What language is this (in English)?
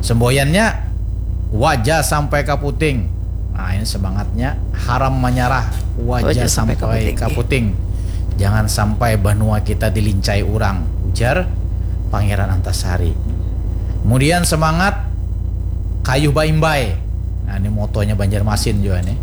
Banjar